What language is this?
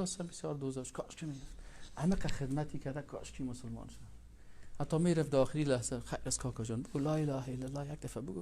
Persian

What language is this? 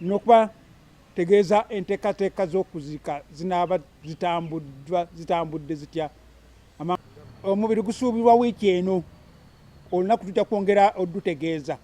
Ganda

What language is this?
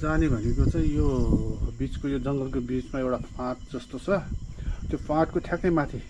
Nepali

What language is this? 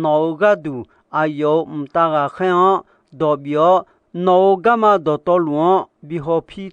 Akha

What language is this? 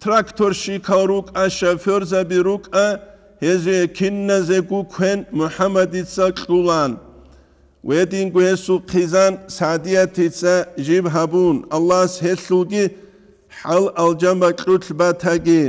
Avaric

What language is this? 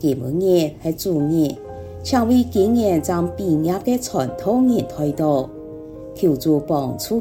Hakka Chinese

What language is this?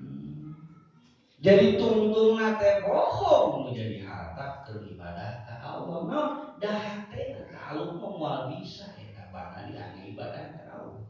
Sundanese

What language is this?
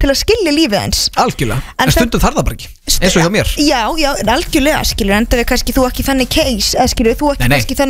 Icelandic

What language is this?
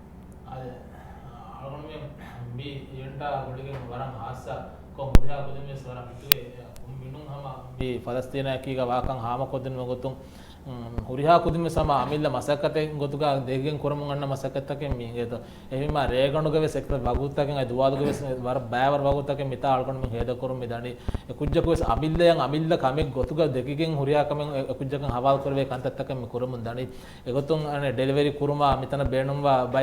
Divehi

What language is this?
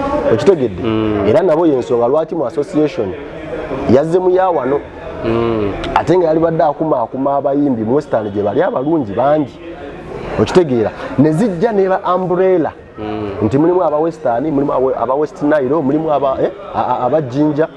Ganda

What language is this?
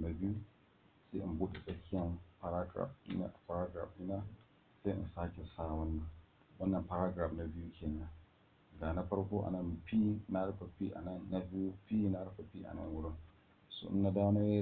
Hausa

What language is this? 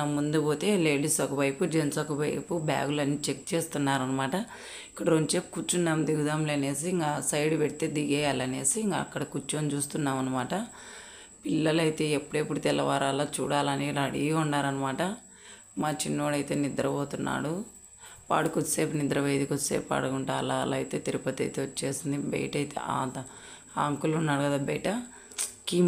Telugu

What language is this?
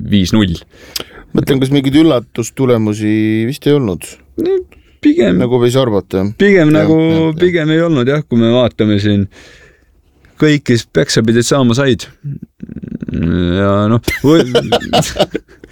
Estonian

